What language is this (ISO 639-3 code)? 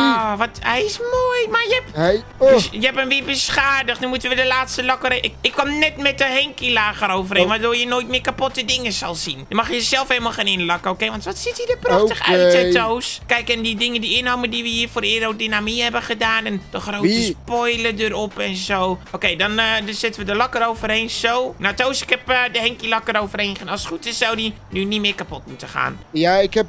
nld